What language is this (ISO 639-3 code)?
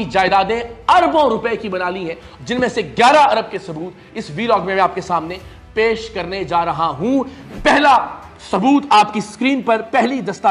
urd